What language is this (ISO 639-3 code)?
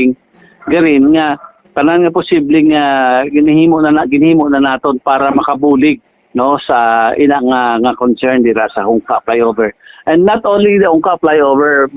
hil